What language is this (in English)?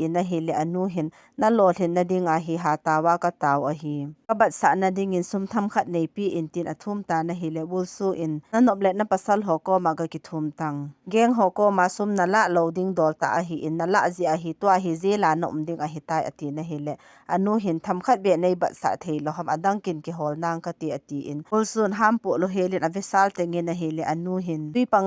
Thado Chin